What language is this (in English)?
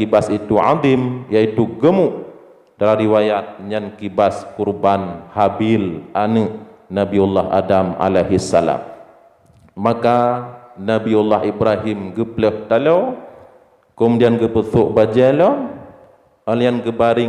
Achinese